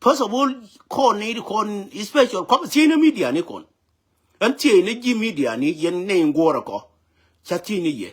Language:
Nuer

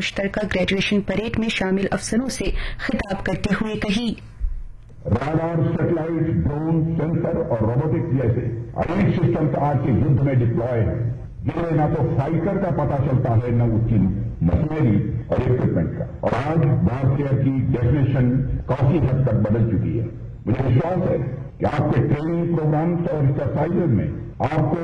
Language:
Urdu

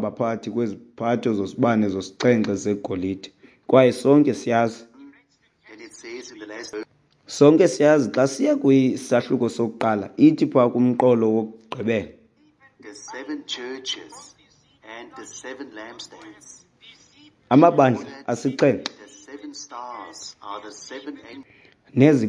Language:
Xhosa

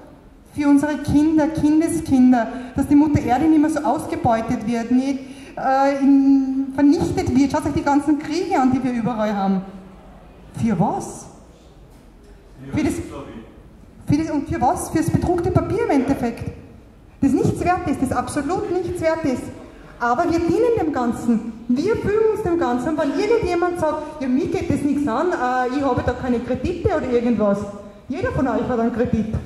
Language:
German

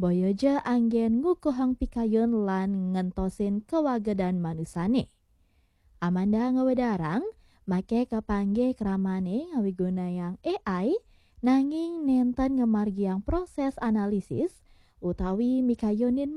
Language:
Balinese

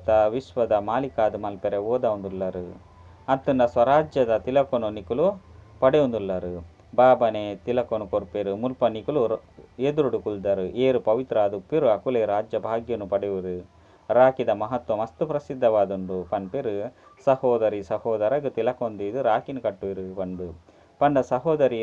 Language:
Tulu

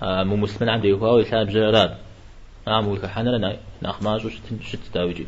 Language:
Kabardian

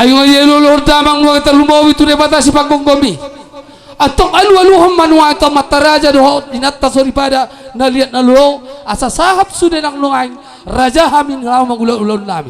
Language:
Batak Toba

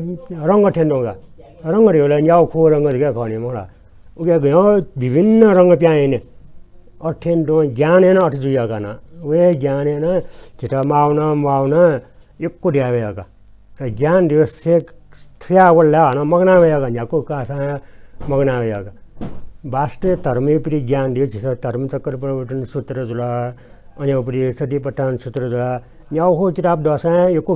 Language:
Newari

